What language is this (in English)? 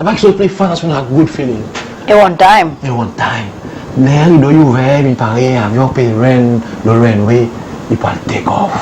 Seselwa Creole French